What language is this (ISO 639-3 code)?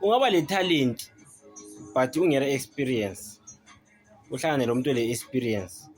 zul